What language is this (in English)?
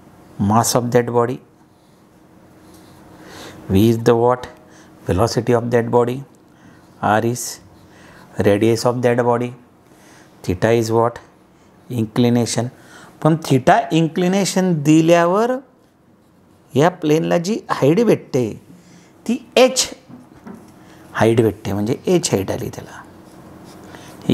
Marathi